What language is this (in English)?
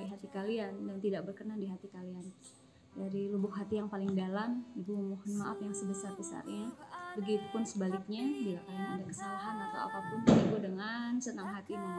Indonesian